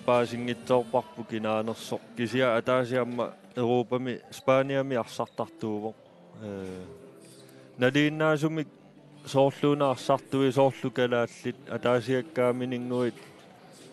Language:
Kalaallisut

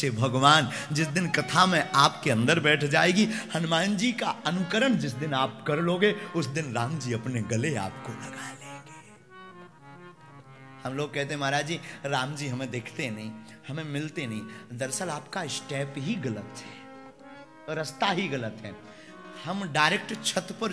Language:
Hindi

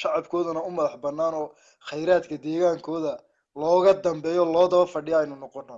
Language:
Somali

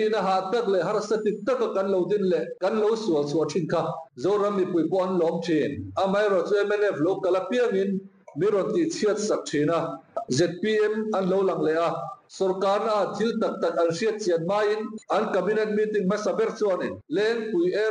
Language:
Mizo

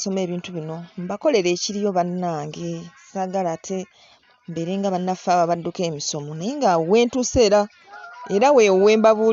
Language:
Ganda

